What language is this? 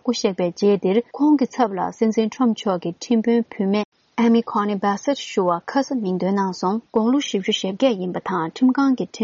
Tibetan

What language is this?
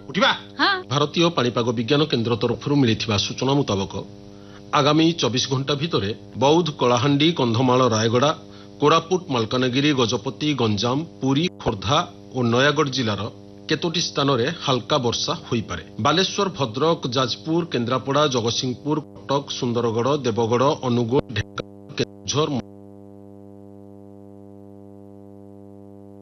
Odia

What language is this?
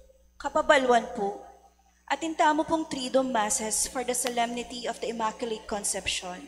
Pampanga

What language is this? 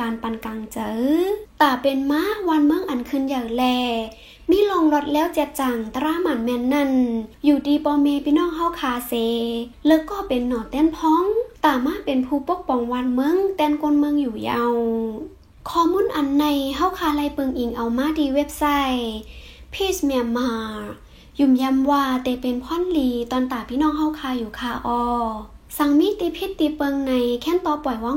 Shan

